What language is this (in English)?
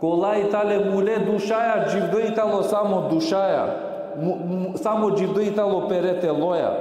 Balkan Romani